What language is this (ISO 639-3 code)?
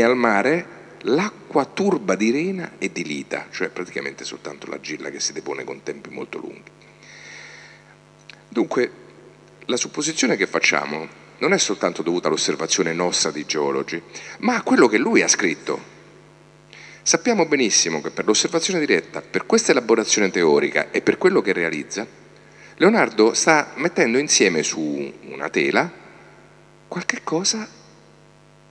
ita